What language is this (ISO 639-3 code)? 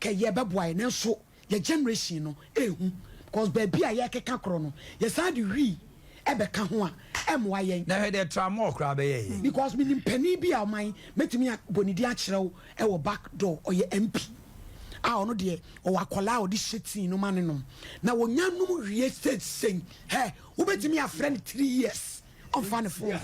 aka